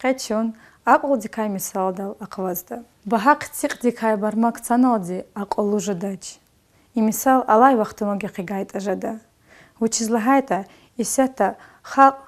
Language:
Lezghian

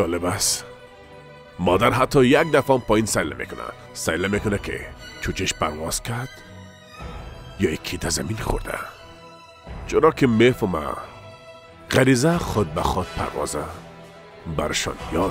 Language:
Persian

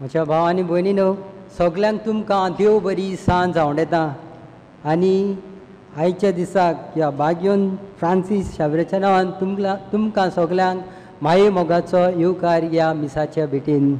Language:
Konkani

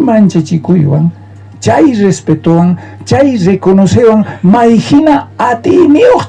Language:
South Bolivian Quechua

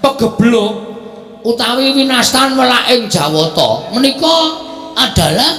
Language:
Javanese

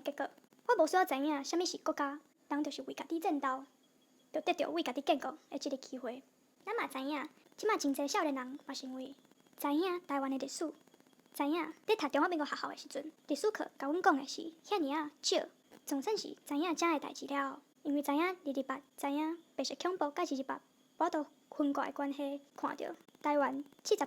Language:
Min Nan Chinese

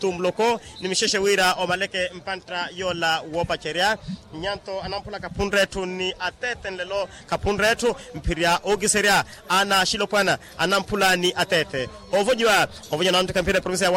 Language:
Makhuwa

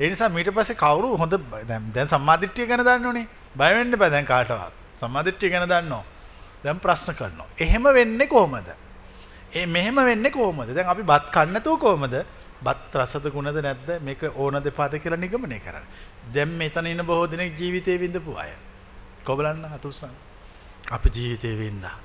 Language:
Sinhala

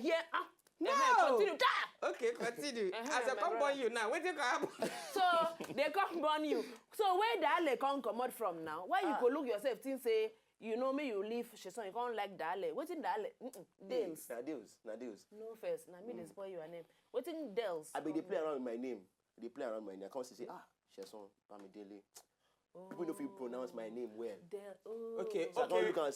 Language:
Nigerian Pidgin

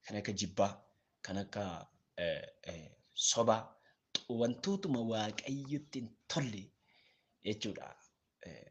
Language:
Oromo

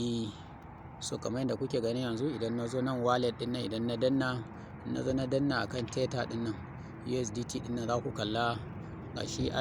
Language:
Hausa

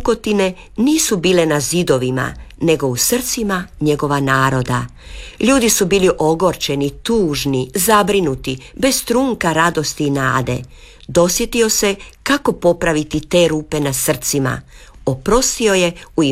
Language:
Croatian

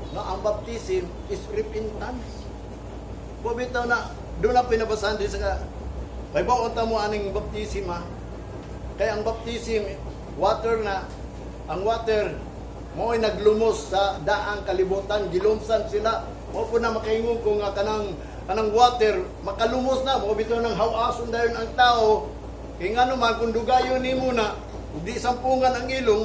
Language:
Cebuano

